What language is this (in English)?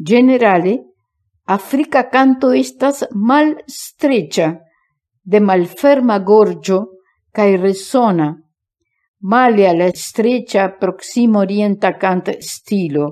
Esperanto